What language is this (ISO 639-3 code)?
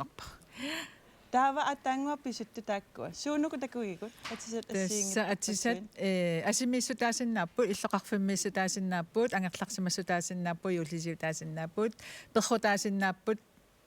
kal